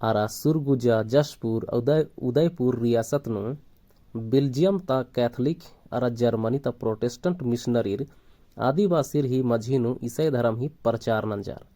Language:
Kurukh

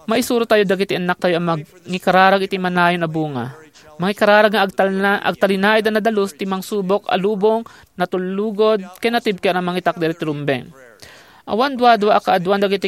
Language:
Iloko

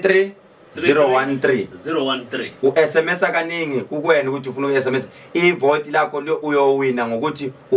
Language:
Zulu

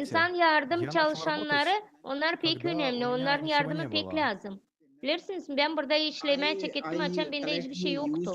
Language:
Gagauz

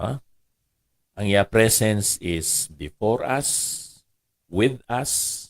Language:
Hiligaynon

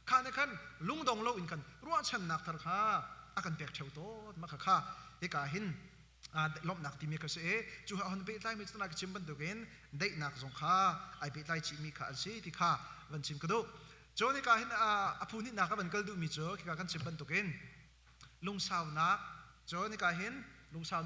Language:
Hakha Chin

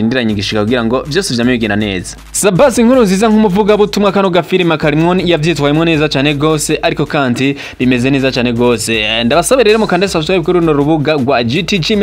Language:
Rundi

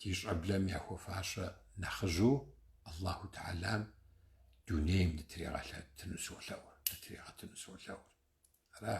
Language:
Kabardian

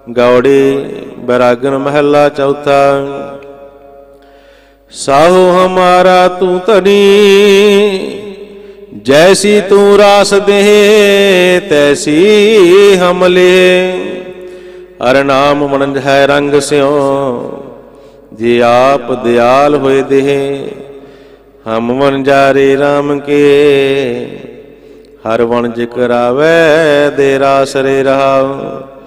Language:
Punjabi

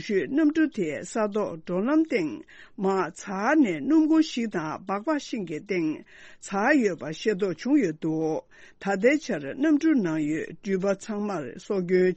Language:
Tibetan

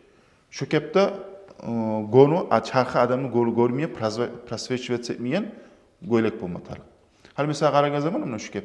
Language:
Kumyk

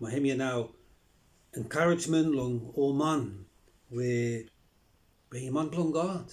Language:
Bislama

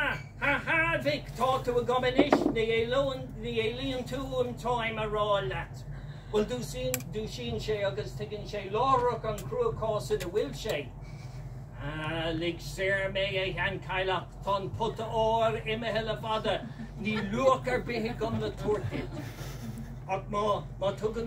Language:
Irish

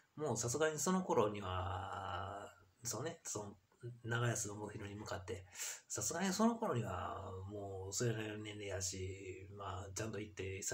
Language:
Japanese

